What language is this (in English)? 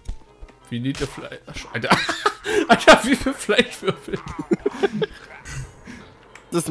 German